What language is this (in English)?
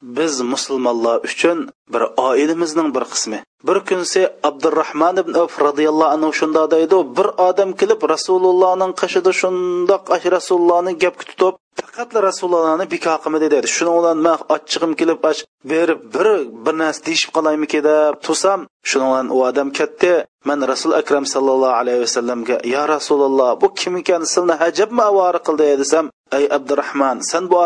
Uyghur